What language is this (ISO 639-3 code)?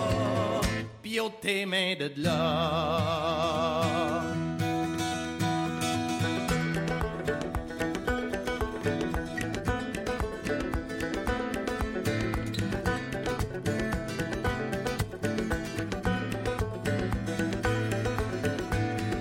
eng